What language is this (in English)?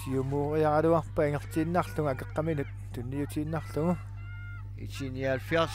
Kalaallisut